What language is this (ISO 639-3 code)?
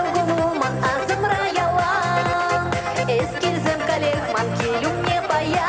chv